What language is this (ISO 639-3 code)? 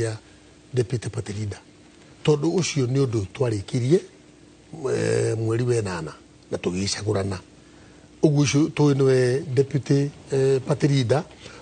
kik